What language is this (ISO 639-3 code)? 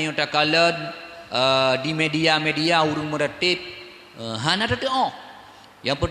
ace